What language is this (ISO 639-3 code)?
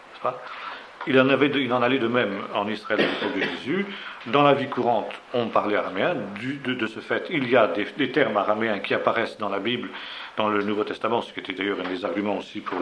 fra